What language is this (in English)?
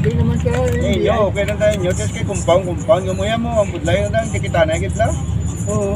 Hiligaynon